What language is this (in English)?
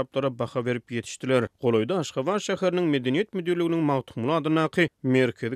Turkmen